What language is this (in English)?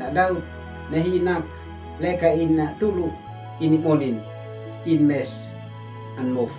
Uab Meto